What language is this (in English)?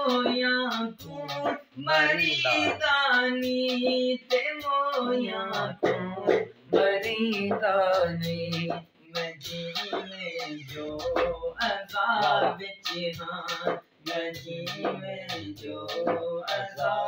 Saraiki